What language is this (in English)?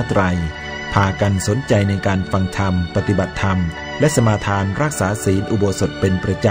Thai